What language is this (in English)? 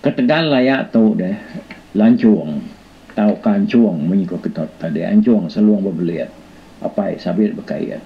Iban